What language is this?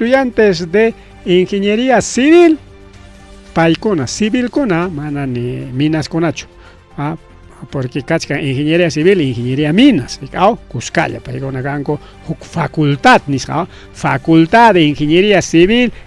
Ayacucho Quechua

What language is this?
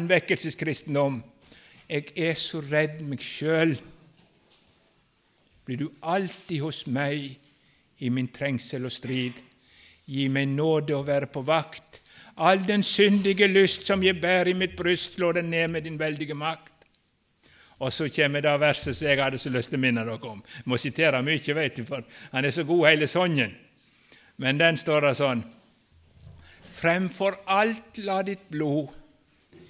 Norwegian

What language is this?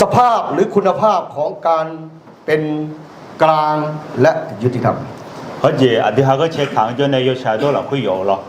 Akha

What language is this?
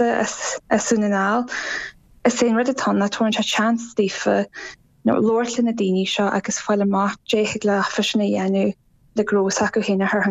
Irish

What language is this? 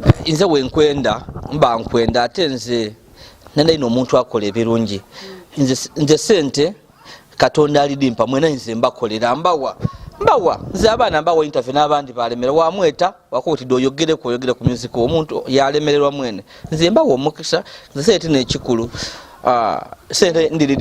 Soga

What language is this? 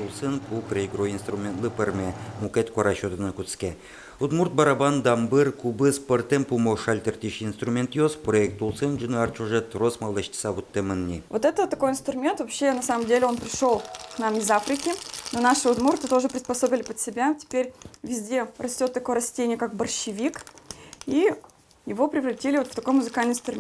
Udmurt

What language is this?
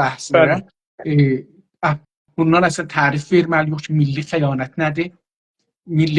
South Azerbaijani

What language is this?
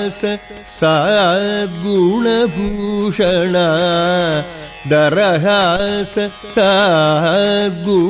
Telugu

